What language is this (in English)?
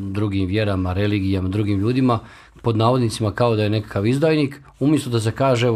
Bosnian